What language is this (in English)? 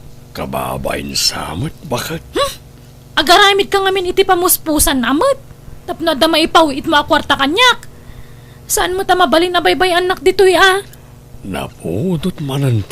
Iloko